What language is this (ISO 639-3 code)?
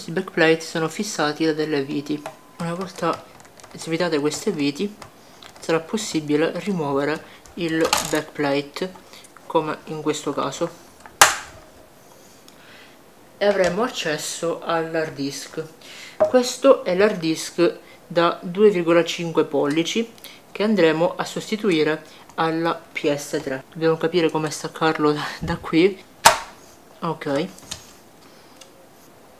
ita